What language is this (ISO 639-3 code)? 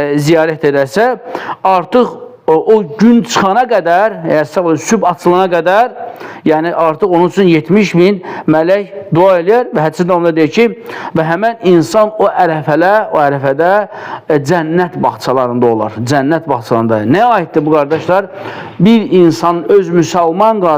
aze